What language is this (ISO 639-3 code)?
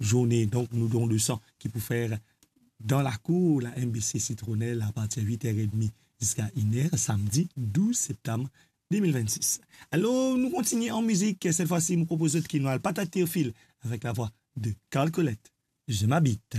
mfe